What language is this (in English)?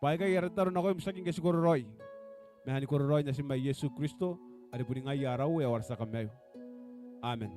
Gilbertese